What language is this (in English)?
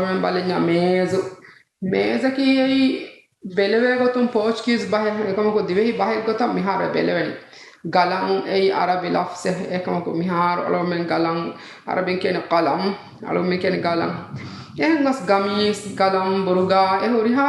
Divehi